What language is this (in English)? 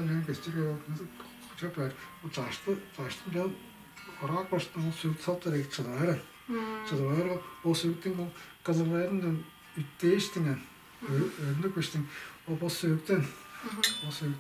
Tuvinian